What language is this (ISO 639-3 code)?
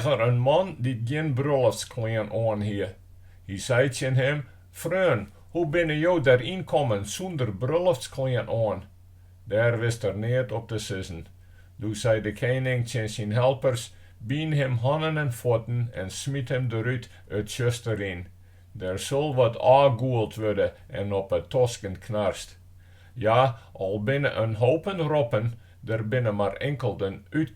fry